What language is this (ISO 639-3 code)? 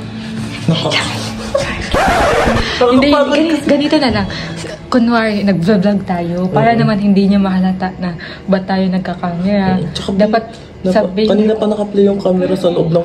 fil